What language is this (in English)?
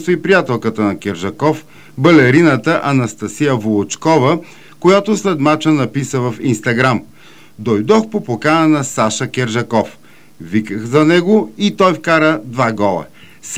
Bulgarian